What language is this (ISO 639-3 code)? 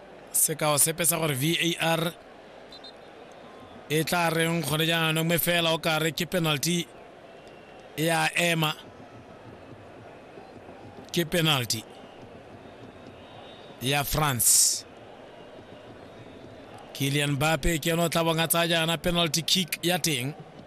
tsn